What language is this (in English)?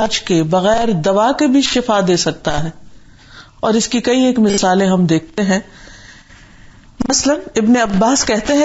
Urdu